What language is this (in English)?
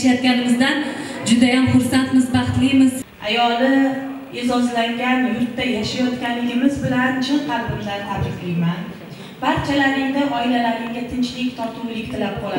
Uzbek